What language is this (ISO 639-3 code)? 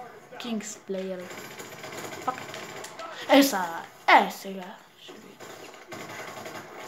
bul